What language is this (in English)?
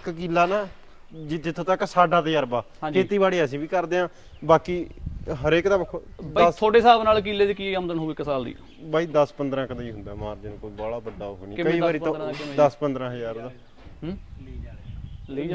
Punjabi